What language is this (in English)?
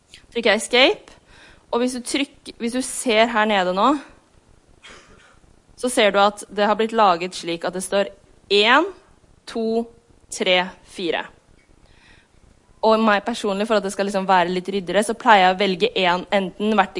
Norwegian